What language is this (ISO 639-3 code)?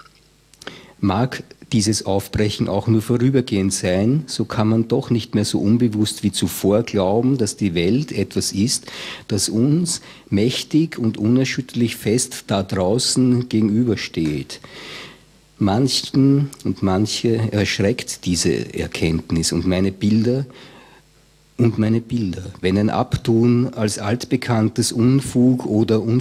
deu